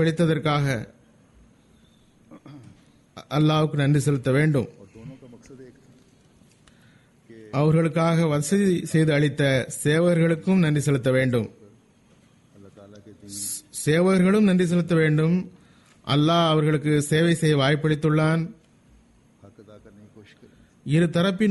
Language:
Tamil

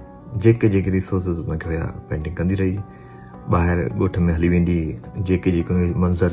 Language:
Sindhi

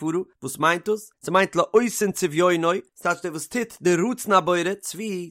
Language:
Yiddish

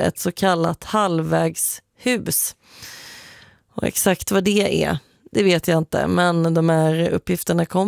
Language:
Swedish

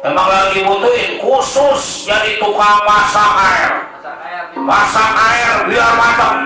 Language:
Betawi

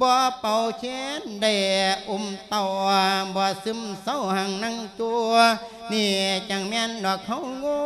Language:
Lao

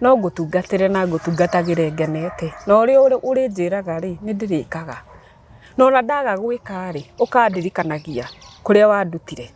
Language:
Kikuyu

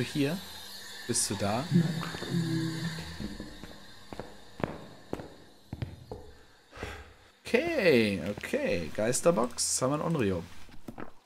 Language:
German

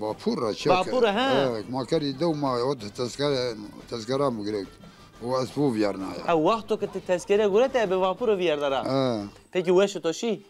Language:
Zaza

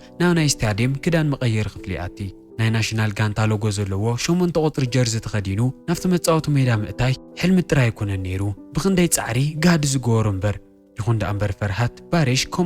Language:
Tigrinya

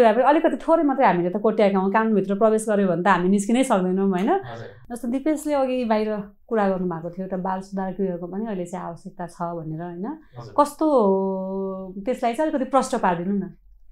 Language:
Nepali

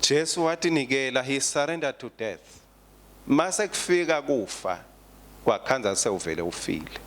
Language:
Swati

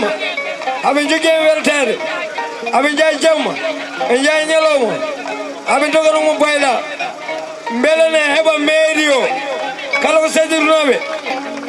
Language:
Fula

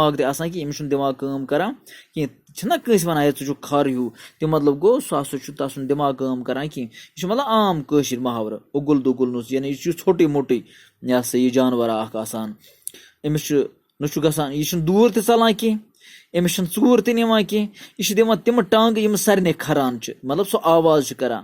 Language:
Kashmiri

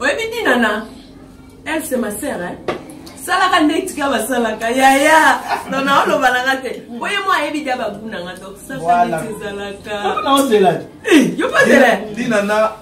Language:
Lingala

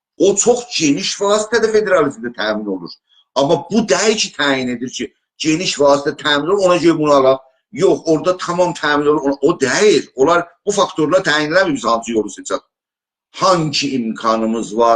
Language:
South Azerbaijani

